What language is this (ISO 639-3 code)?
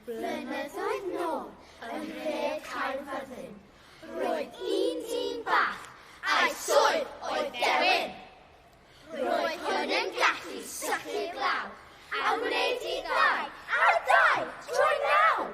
cym